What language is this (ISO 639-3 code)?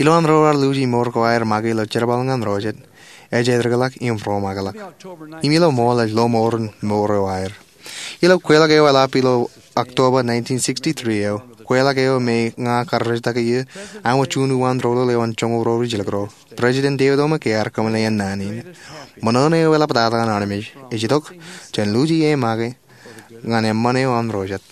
mah